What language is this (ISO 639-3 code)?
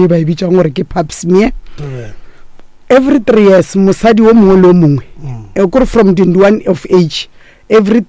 nso